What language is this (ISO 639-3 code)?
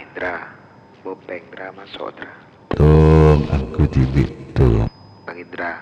mad